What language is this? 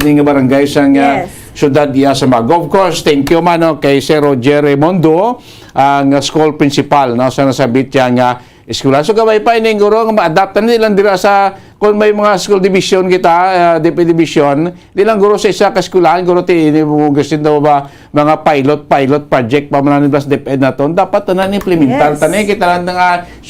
Hiligaynon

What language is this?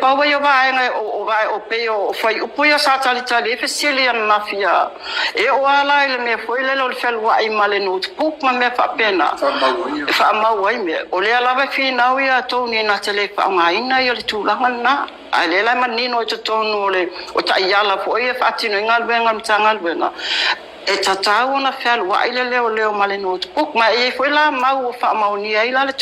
Samoan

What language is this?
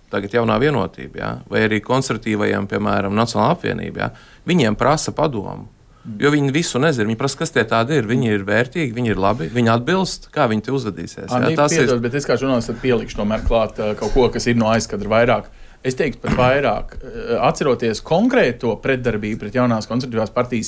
Latvian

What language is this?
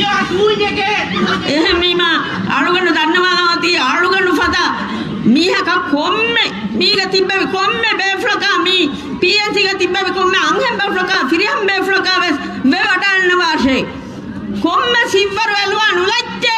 Divehi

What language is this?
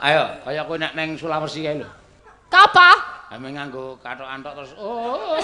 Javanese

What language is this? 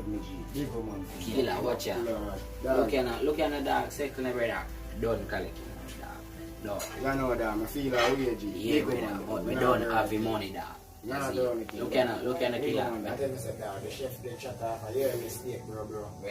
Jamaican Creole English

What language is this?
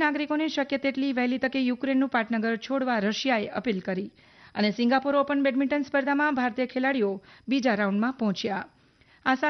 Gujarati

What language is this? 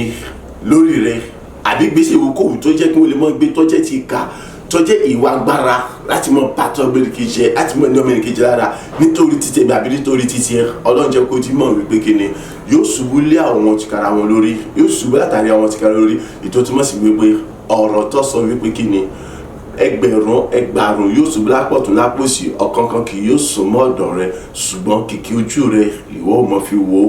Yoruba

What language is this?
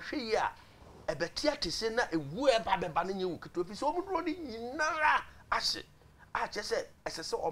Akan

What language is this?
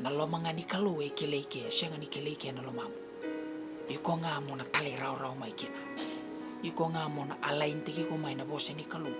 Fijian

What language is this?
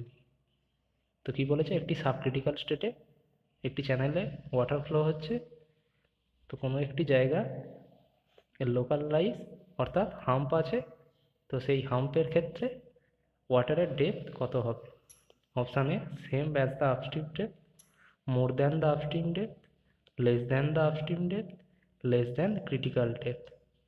Bangla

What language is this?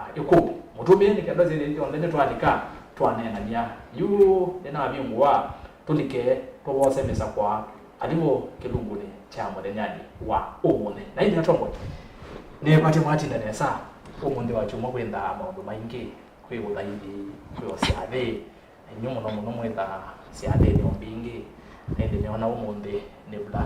Kamba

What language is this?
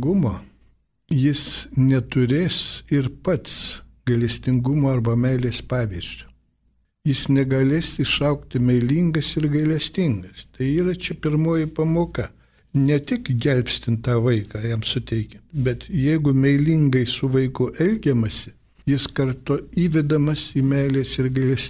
Lithuanian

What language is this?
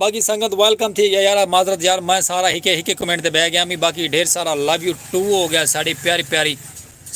Saraiki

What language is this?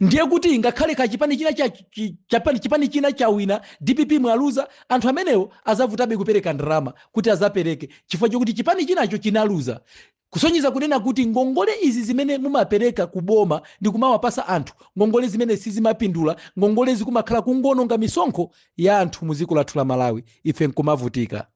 Nyanja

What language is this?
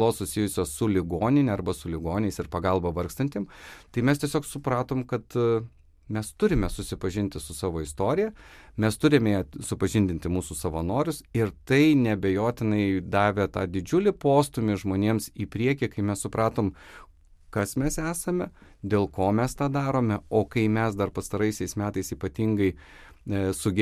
Lithuanian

